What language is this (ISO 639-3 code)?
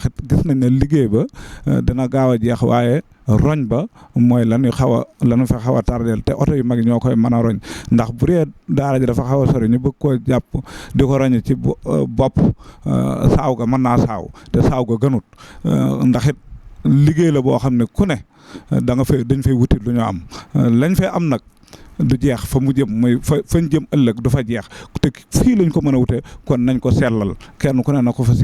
wol